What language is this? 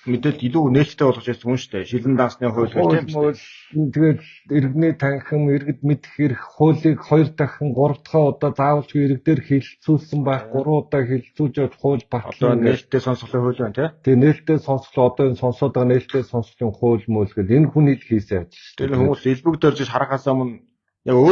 Mongolian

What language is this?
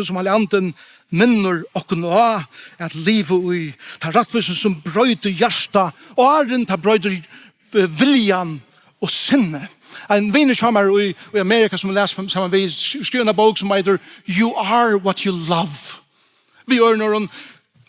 Faroese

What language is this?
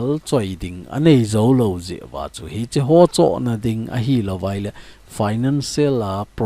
Thado Chin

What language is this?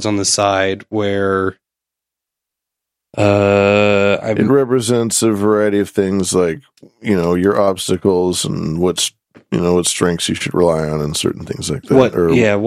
English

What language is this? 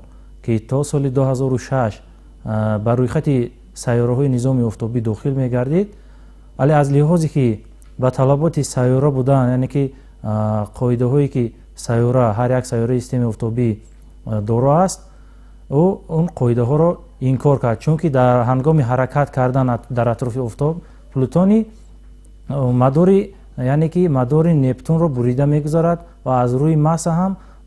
Tajik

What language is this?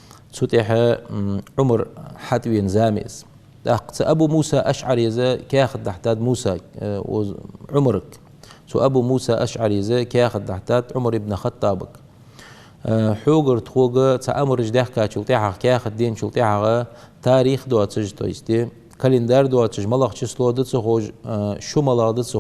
Ingush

